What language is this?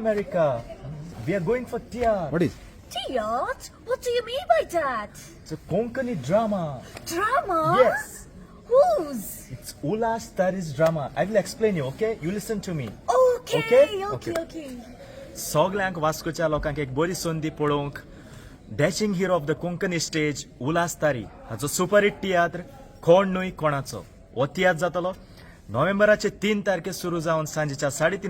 Konkani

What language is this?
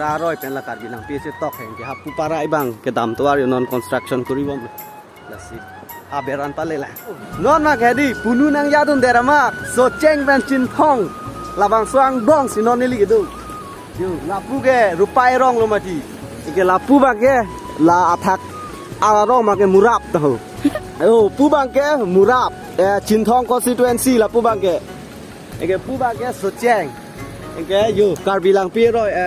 Karbi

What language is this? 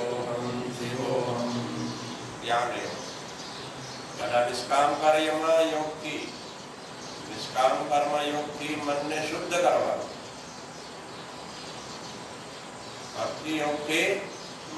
Gujarati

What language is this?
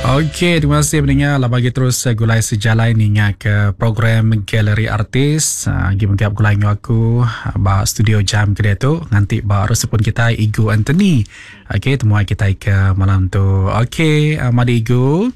Iban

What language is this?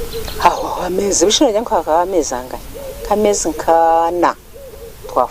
Nyankole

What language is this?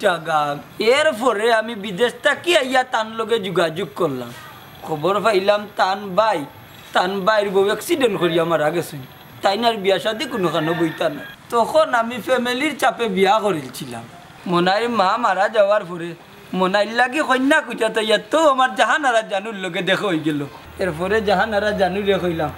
Sylheti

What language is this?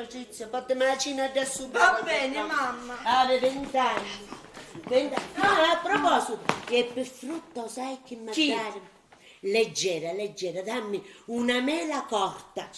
Sicilian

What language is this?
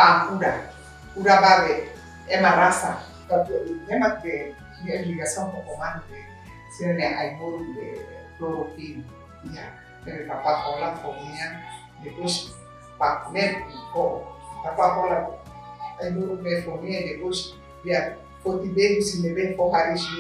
Tetum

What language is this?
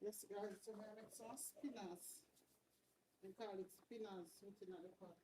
Jamaican Creole English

